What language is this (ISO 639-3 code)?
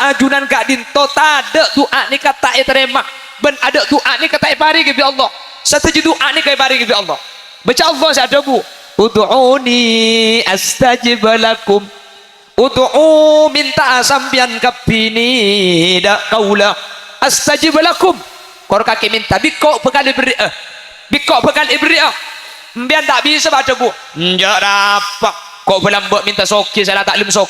mad